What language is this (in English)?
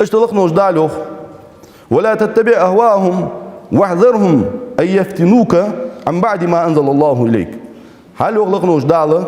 Ingush